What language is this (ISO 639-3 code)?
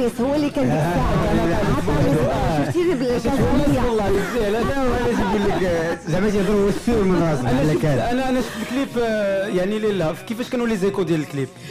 ary